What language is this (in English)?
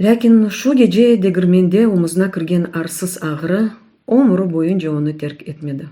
Crimean Tatar